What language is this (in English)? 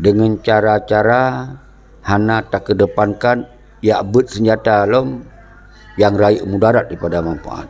Achinese